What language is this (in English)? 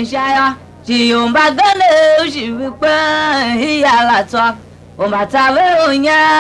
Tiv